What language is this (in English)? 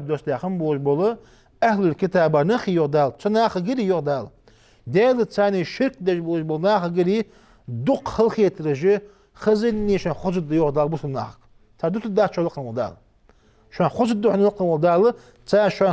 Ingush